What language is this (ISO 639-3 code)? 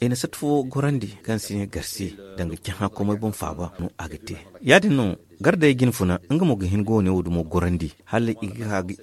dje